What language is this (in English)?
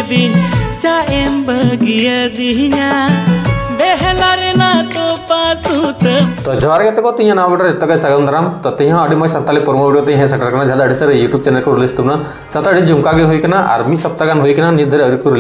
Santali